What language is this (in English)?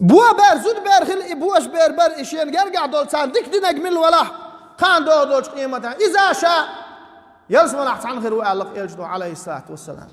Chechen